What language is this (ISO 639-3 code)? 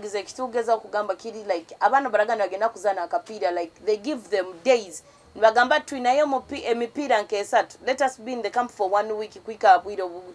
nyo